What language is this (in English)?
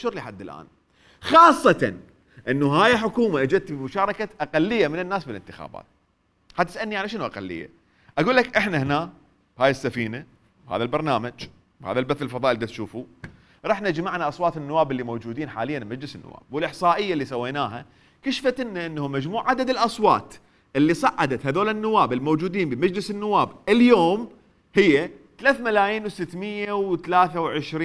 Mesopotamian Arabic